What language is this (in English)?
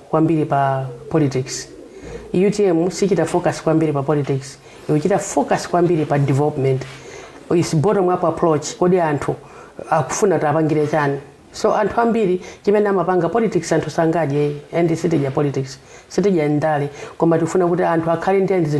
Nyanja